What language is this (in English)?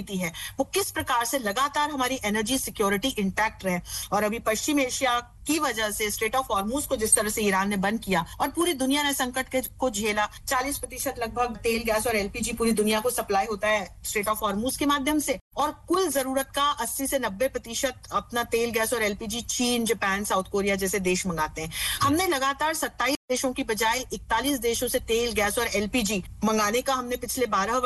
Hindi